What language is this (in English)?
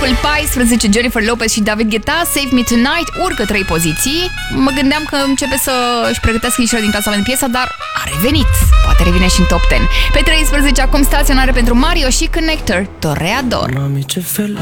Romanian